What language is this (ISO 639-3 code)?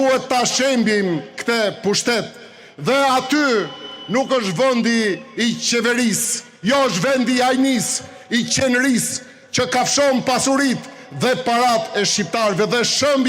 sqi